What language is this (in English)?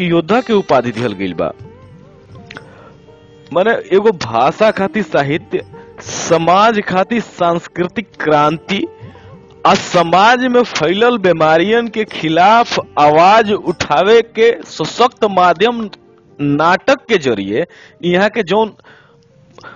Bhojpuri